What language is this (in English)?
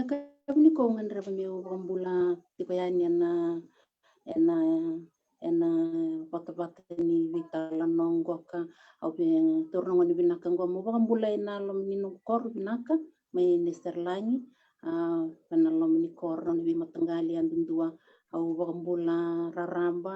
Fijian